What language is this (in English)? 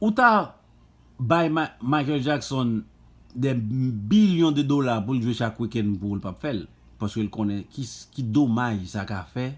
Haitian Creole